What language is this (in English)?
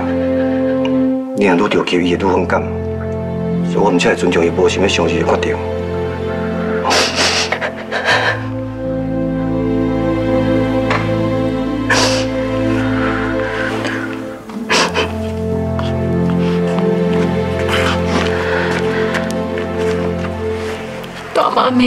Min Nan Chinese